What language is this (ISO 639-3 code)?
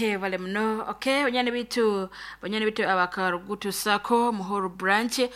nyo